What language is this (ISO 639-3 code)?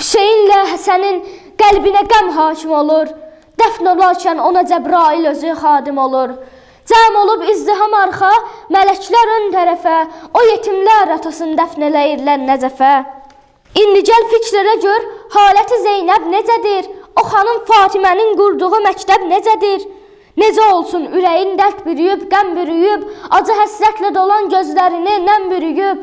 aze